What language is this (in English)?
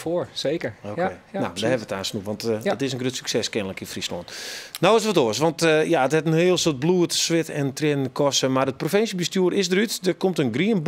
Western Frisian